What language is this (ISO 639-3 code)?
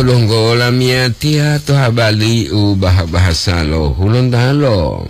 gor